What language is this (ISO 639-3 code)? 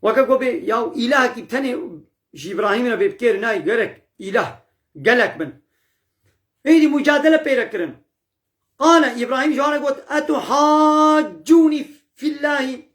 kur